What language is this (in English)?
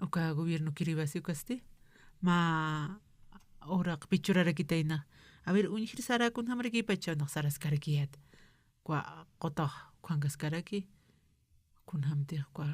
Aymara